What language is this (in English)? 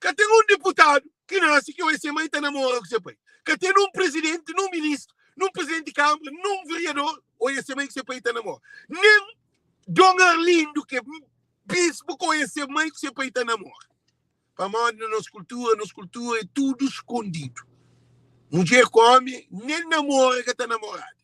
Kabuverdianu